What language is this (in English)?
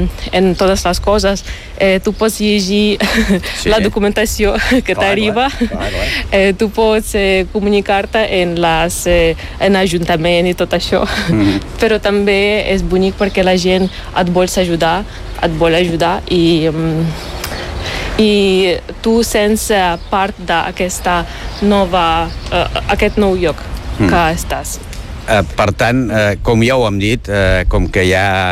Catalan